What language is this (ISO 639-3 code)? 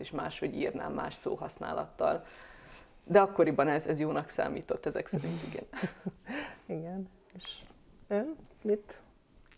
hun